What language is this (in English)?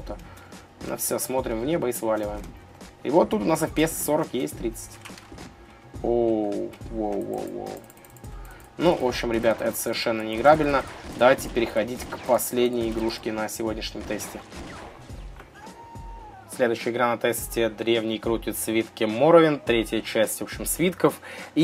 Russian